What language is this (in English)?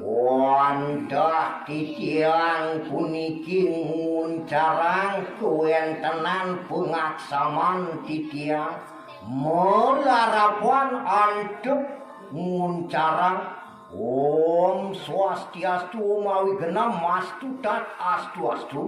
Balinese